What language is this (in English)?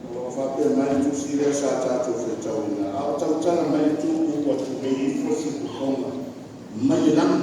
Samoan